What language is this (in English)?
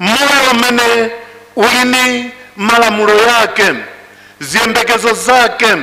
Nyanja